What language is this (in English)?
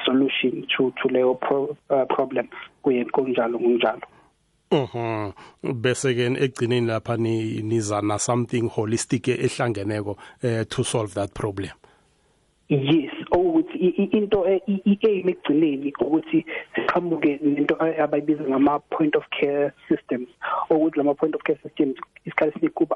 South Ndebele